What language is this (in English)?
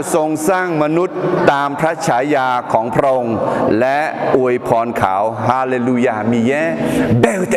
Akha